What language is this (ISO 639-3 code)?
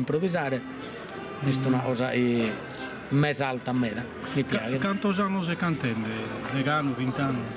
srd